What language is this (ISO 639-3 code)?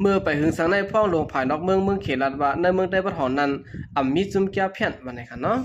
shn